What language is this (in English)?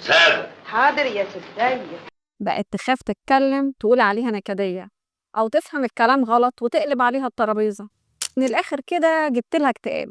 Egyptian Arabic